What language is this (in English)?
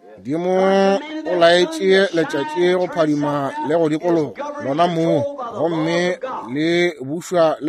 Northern Sotho